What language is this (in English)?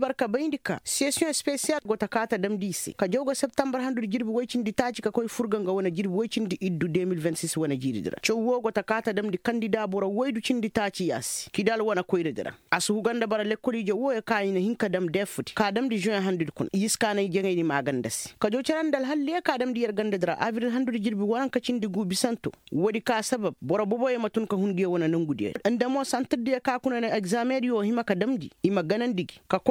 Koyraboro Senni